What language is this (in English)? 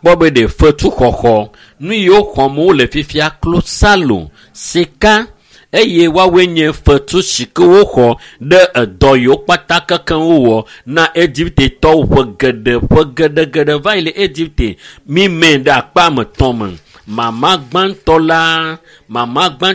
Ewe